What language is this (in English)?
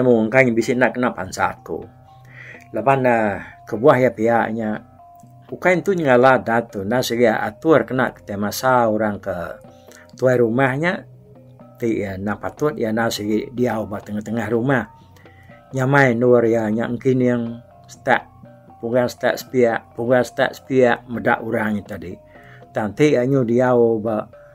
Iban